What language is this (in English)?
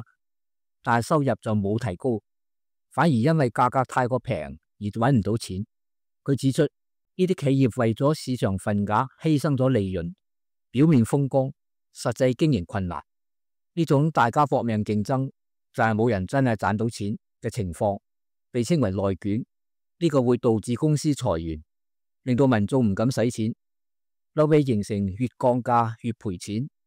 Cantonese